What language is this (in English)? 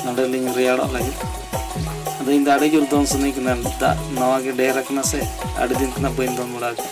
Santali